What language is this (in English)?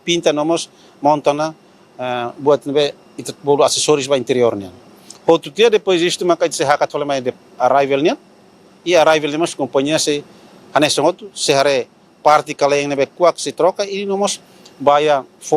Tetum